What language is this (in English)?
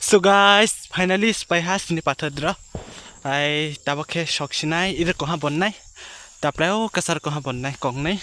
Kok Borok